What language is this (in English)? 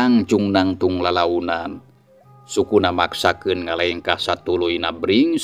Sundanese